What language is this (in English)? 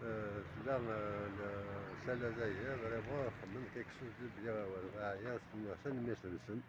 Kabyle